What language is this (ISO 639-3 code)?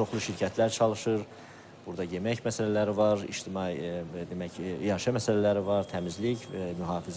aze